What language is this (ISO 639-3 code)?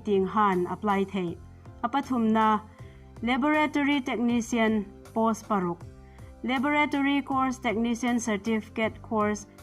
hmr